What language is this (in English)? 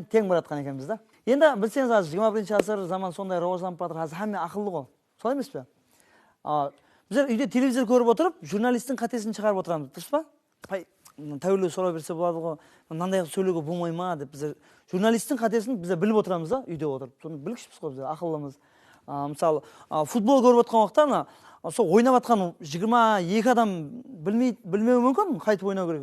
Kara-Kalpak